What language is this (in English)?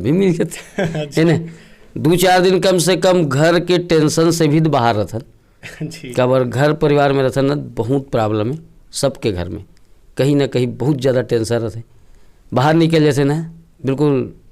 Chhattisgarhi